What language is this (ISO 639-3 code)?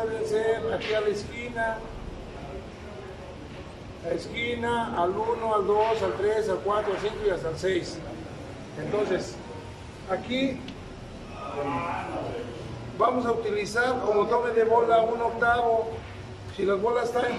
spa